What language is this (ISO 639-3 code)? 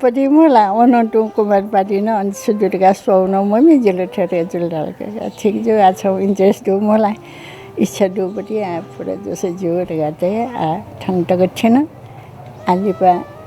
new